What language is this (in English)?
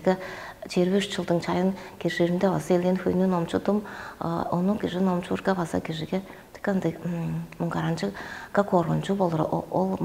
Tuvinian